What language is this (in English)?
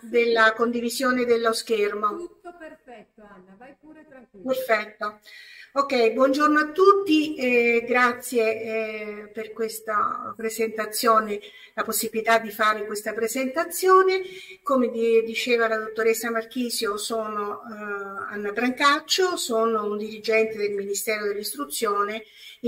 Italian